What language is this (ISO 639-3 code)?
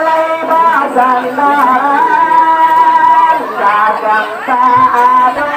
min